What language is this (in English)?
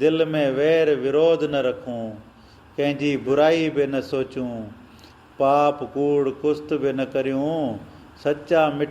Sindhi